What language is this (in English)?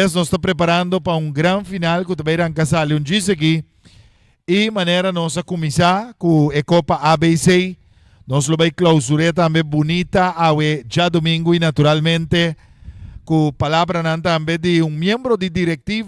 Papiamento